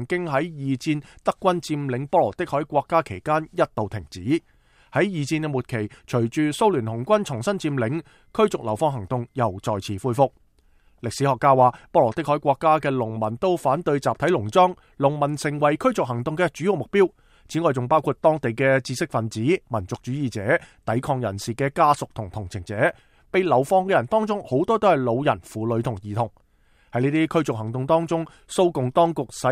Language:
Cantonese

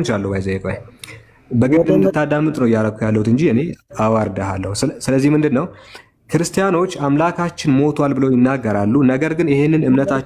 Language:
Amharic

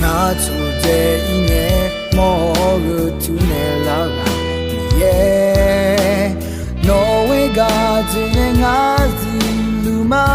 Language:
Akha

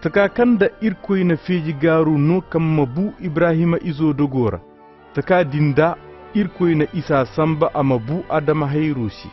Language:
Koyraboro Senni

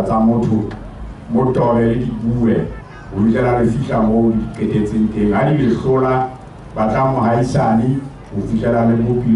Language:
Southern Sotho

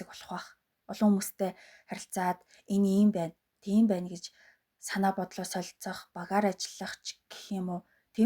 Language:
Mongolian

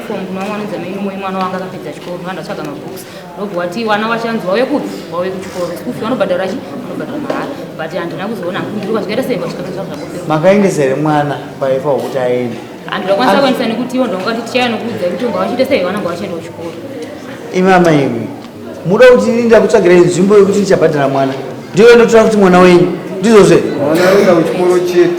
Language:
Shona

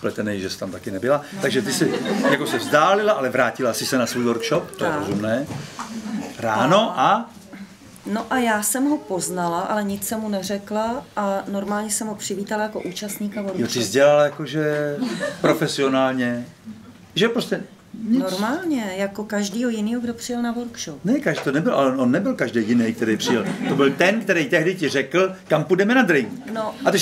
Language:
Czech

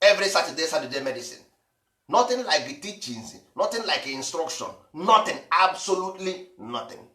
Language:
Igbo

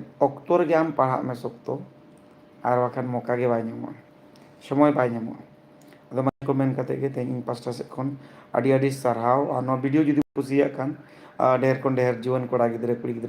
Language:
Santali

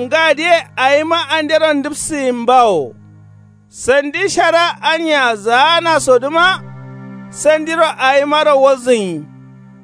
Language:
Kanuri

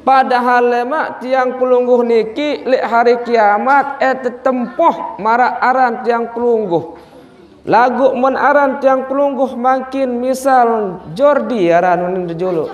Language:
Sasak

